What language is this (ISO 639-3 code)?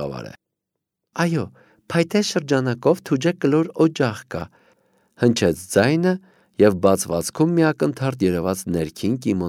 hye